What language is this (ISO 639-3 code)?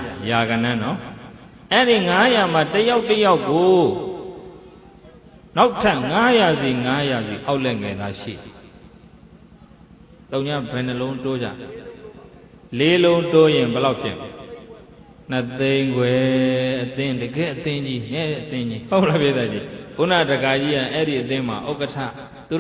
mya